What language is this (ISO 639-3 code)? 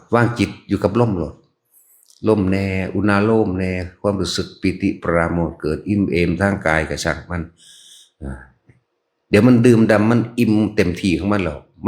tts